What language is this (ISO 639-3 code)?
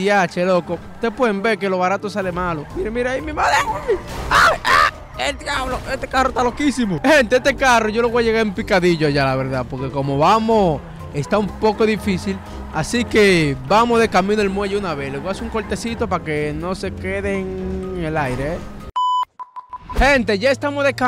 spa